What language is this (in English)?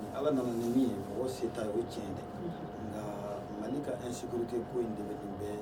Bambara